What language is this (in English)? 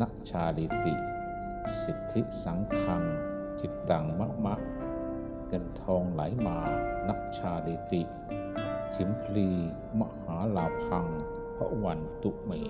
Pali